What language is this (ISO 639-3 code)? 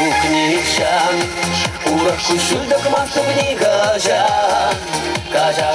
chv